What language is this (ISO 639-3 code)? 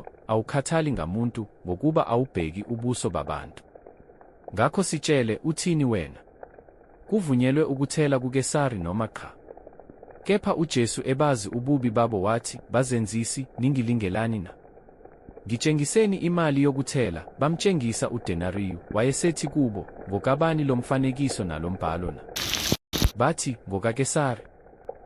zul